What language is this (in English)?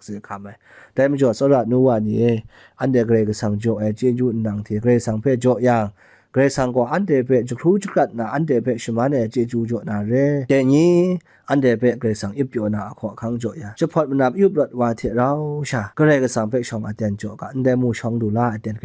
Kachin